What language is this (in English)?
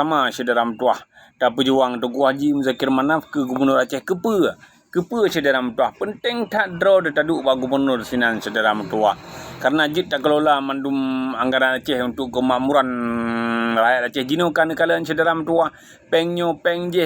Achinese